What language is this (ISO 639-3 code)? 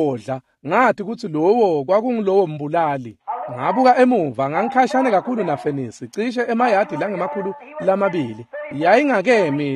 ssw